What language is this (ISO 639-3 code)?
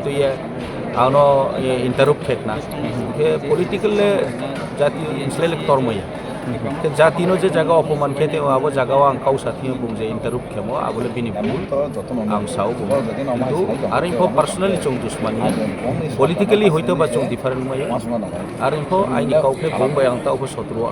trp